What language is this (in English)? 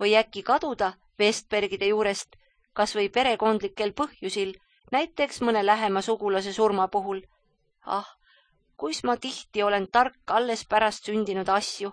Estonian